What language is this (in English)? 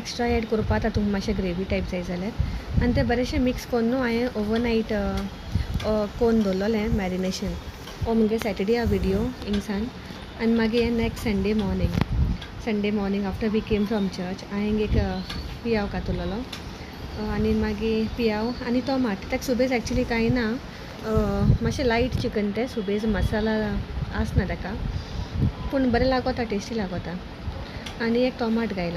Konkani